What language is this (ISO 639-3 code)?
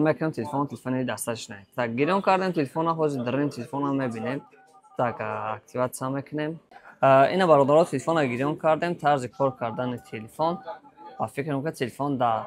tgk